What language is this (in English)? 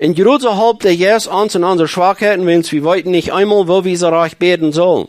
Plautdietsch